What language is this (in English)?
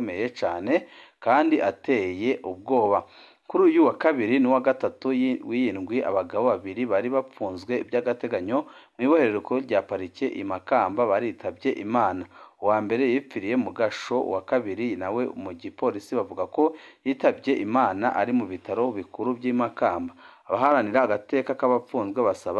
Rundi